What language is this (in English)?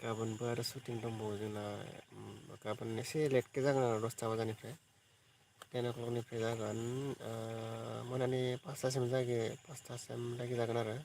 Bodo